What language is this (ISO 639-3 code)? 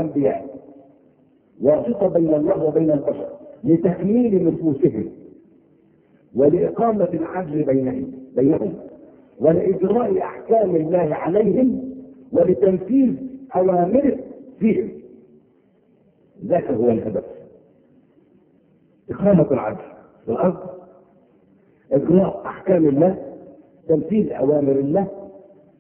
ara